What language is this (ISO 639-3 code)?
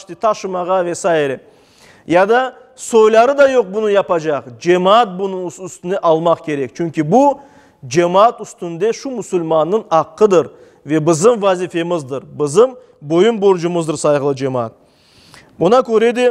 crh